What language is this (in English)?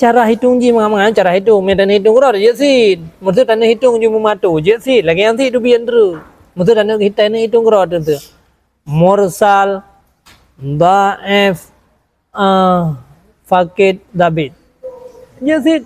Achinese